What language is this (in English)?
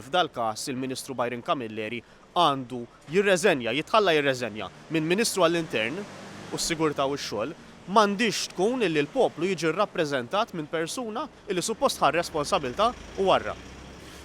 Maltese